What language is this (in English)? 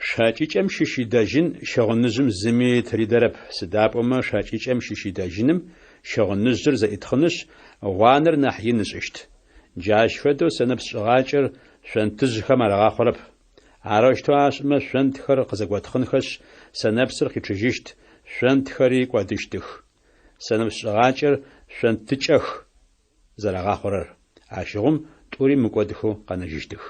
Adyghe